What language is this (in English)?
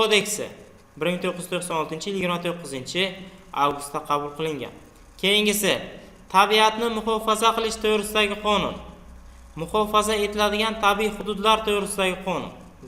Uzbek